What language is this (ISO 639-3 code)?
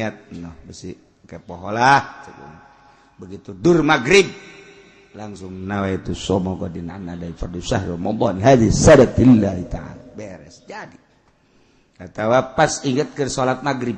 sun